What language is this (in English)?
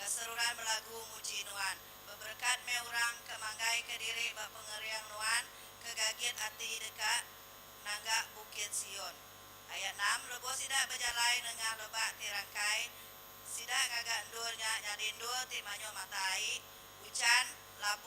Iban